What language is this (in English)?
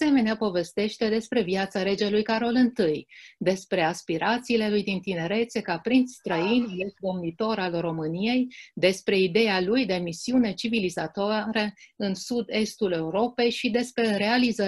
Romanian